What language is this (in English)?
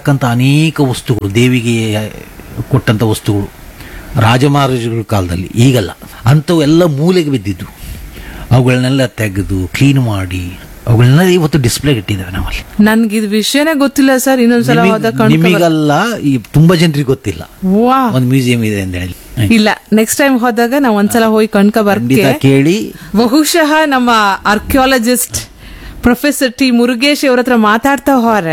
Kannada